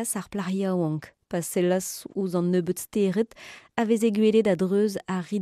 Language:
Breton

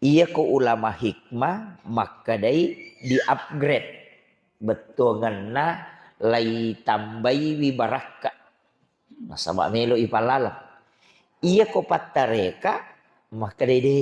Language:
Buginese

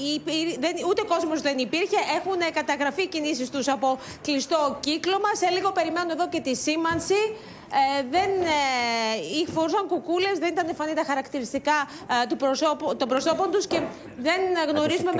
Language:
Greek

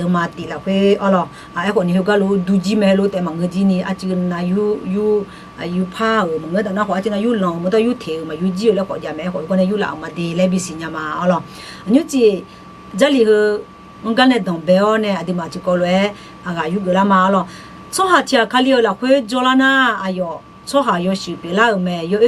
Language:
Akha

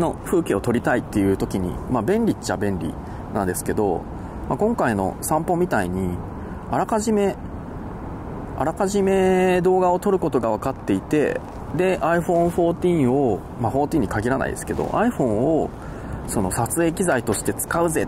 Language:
Japanese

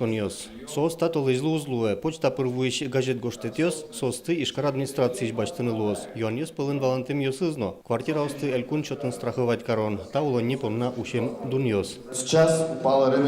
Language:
Udmurt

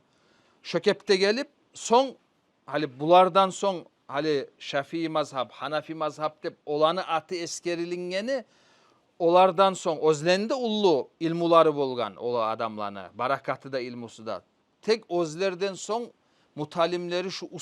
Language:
Kumyk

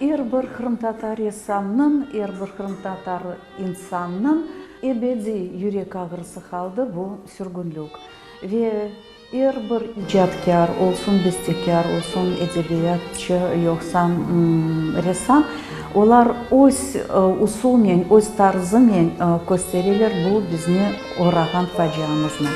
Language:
Crimean Tatar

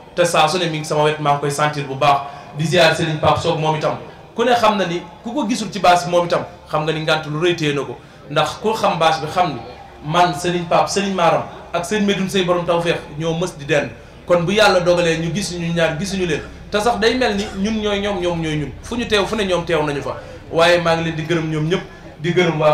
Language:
Wolof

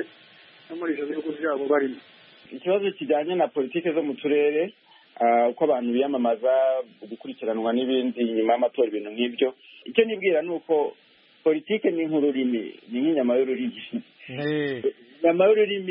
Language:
Kinyarwanda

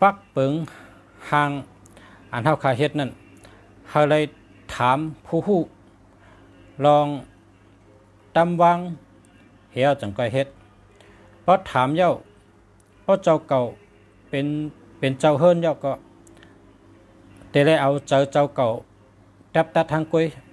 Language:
Shan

